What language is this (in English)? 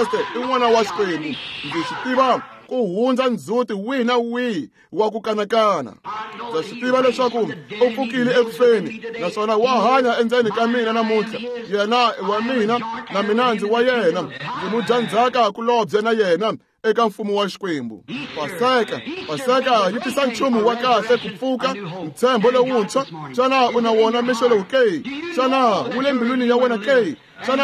Tsonga